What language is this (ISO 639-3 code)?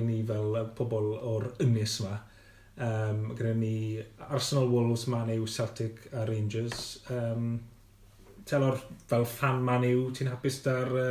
cym